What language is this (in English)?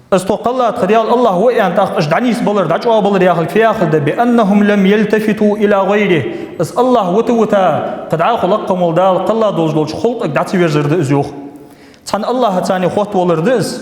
Ingush